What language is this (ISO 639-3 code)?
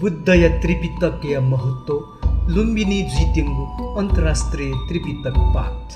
new